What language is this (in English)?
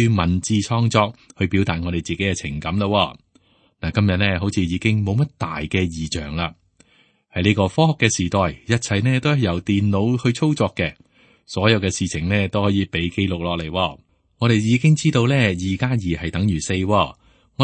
Cantonese